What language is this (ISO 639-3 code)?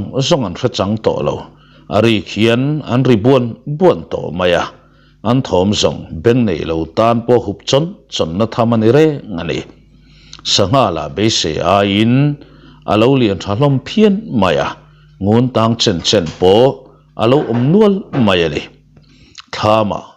lus